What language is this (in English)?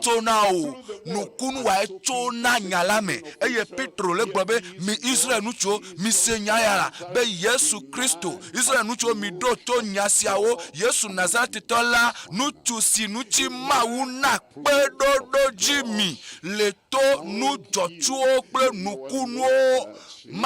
Ewe